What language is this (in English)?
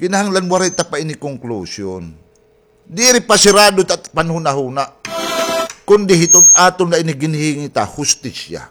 Waray